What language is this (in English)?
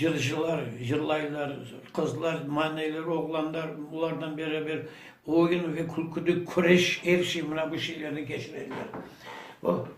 Crimean Tatar